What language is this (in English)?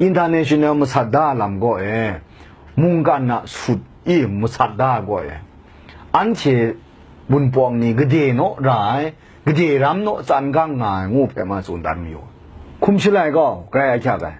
Kachin